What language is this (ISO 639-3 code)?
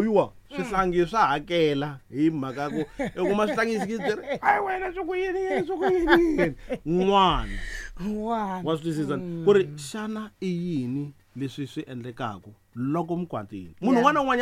tso